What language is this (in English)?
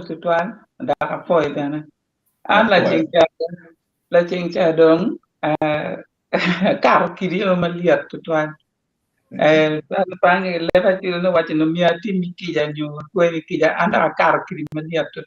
Acoli